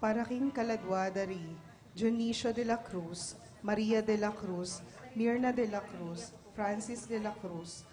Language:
Pampanga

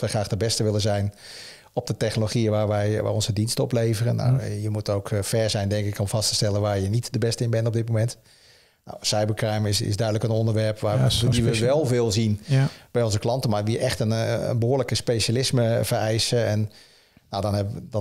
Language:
Dutch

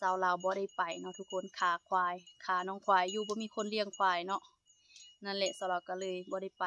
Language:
Lao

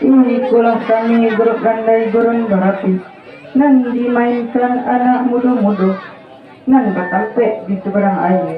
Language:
Minangkabau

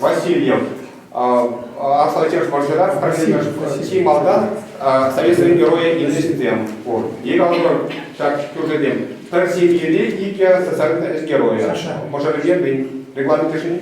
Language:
Chuvash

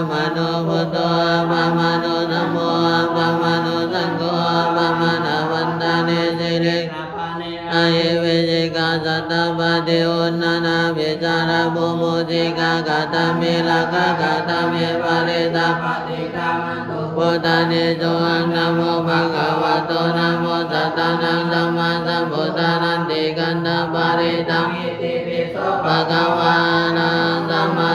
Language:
Pali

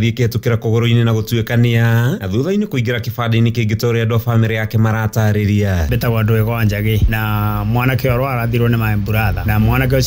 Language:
Kikuyu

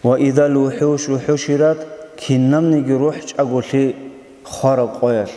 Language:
Avaric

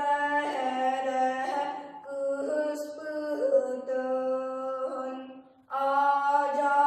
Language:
Yakut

